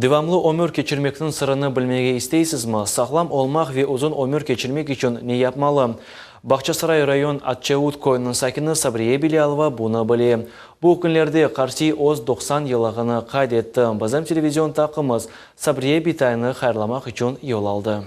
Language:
Crimean Tatar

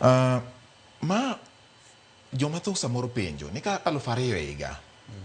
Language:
Luo (Kenya and Tanzania)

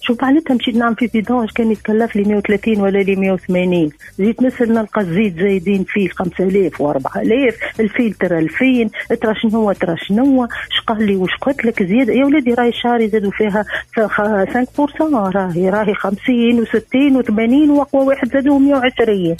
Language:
Tunisian Arabic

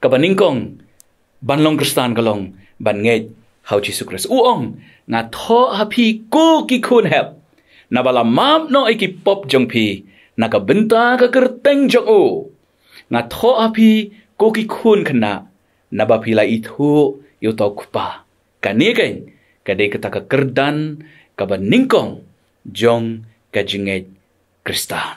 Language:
Khasi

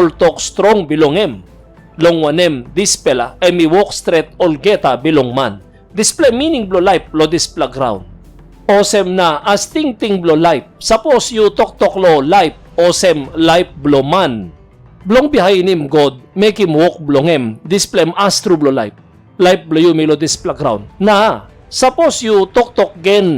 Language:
Tok Pisin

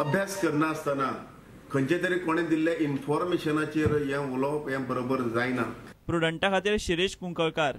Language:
Konkani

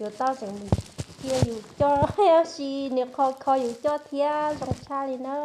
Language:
Hmong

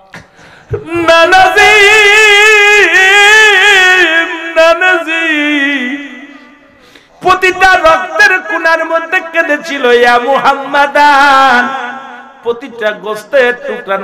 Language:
Bangla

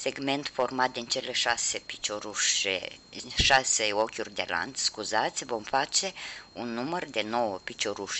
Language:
Romanian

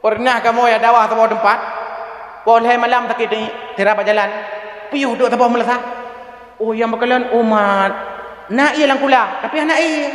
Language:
Achinese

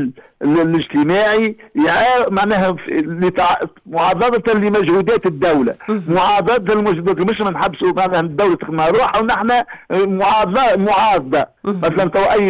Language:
Tunisian Arabic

